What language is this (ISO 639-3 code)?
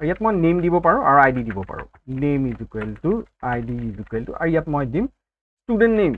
asm